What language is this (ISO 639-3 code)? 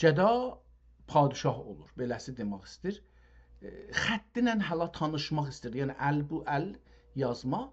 azb